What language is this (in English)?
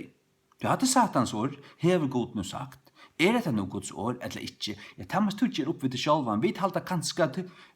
Faroese